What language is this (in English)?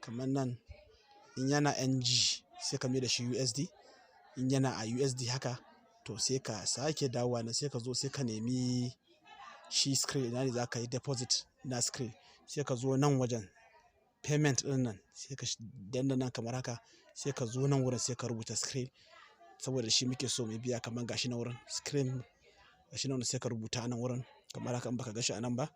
Hausa